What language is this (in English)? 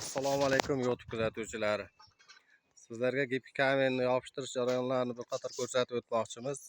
Uzbek